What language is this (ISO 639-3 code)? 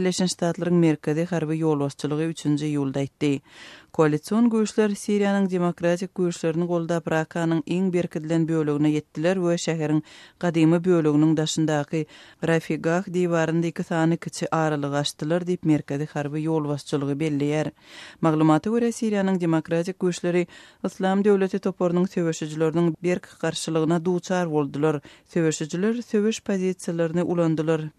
tuk